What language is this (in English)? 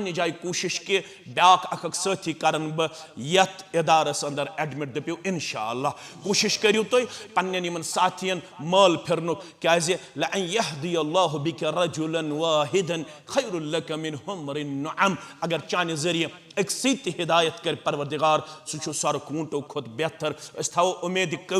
Kashmiri